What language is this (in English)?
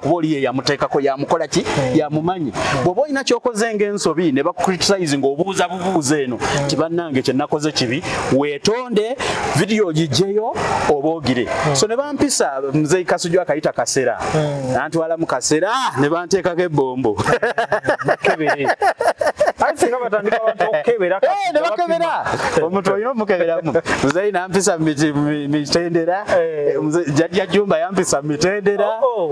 Ganda